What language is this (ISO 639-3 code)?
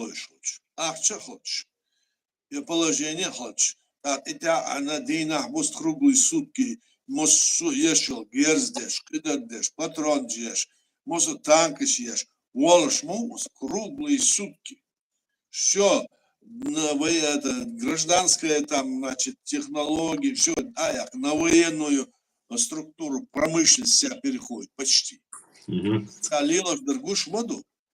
che